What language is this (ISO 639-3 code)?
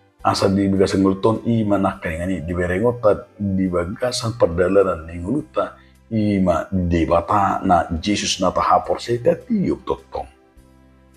bbc